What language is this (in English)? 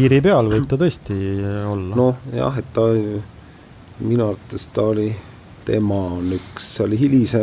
Estonian